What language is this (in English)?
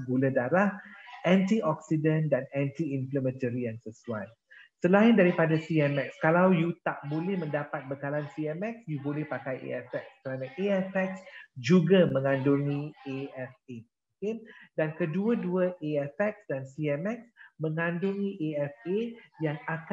Malay